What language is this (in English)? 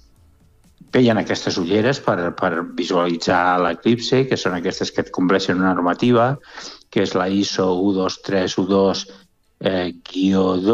Catalan